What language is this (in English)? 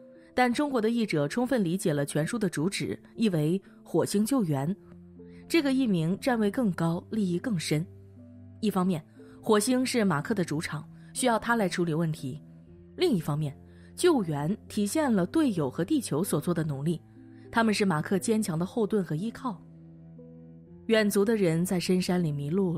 Chinese